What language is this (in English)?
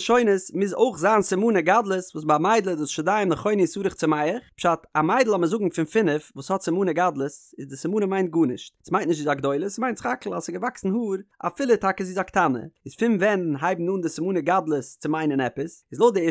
Yiddish